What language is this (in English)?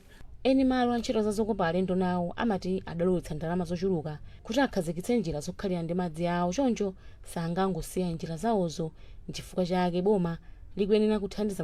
Nyanja